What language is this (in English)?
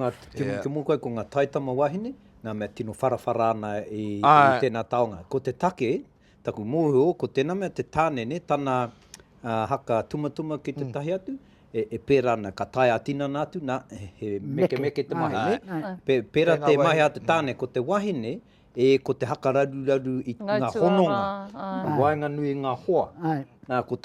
Māori